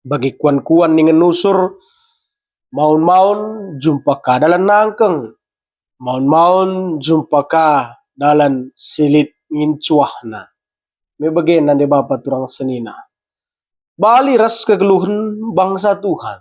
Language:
Batak Karo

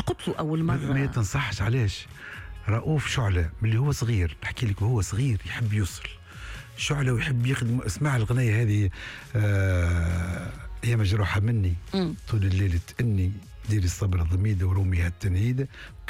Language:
Tunisian Arabic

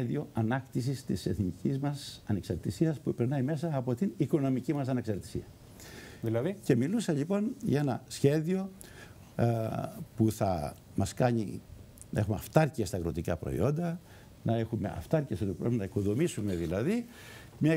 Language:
Greek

